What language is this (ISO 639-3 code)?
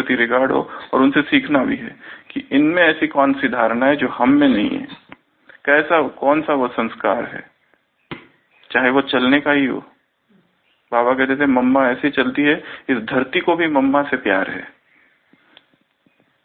hin